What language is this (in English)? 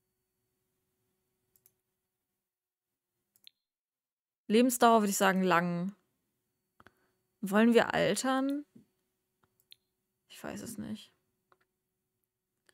German